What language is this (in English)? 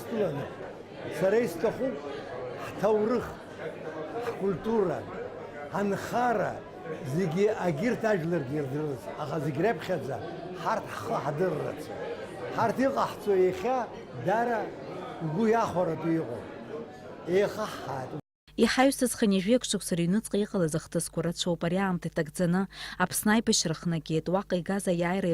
Abkhazian